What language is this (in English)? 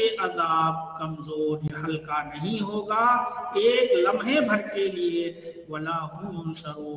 Urdu